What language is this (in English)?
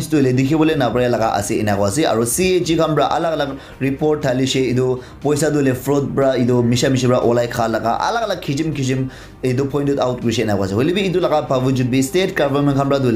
Naga Pidgin